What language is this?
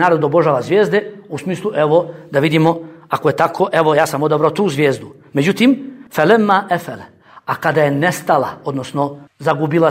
Bosnian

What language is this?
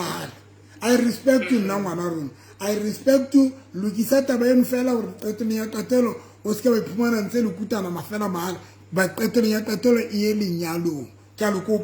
Southern Sotho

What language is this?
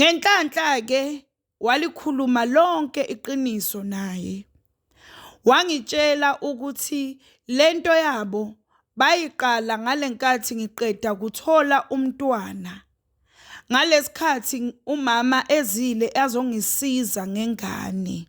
Zulu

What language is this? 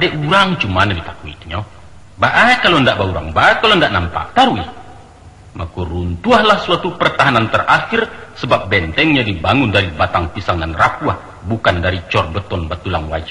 Minangkabau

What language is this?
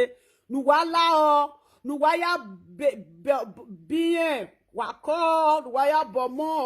Nigerian Pidgin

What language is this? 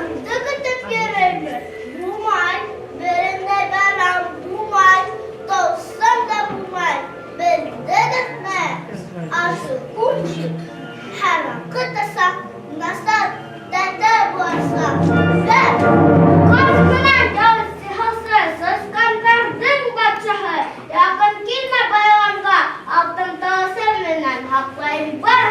Bashkir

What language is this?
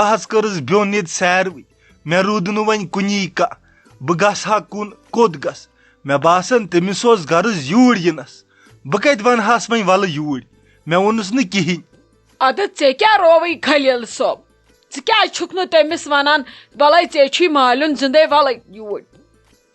Kashmiri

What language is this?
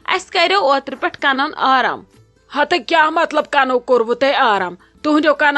Kashmiri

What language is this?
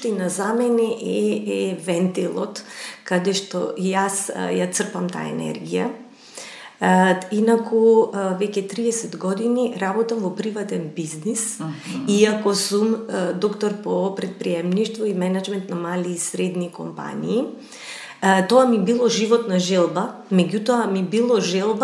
Macedonian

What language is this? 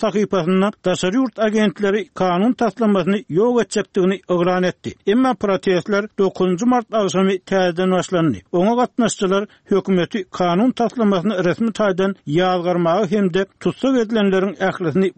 Turkmen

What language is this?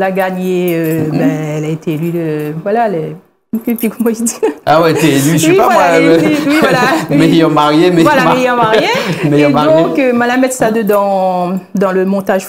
Réunion Creole French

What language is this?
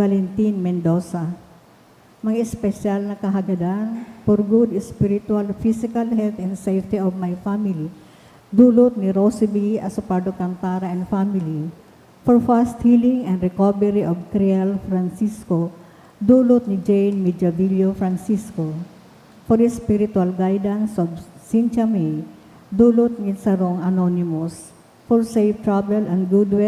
Bikol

